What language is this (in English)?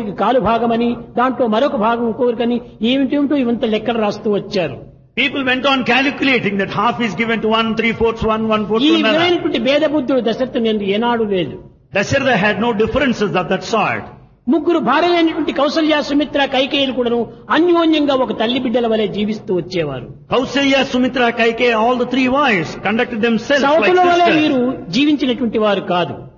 Telugu